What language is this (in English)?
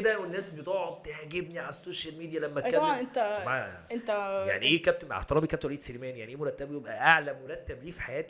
Egyptian Arabic